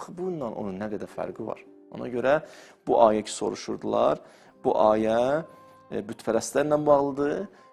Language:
Azerbaijani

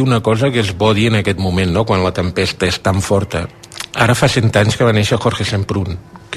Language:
Catalan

